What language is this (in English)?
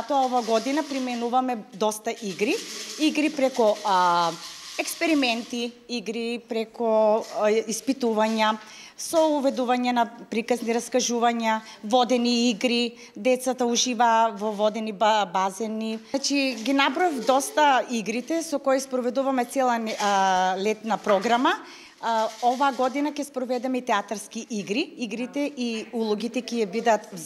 Macedonian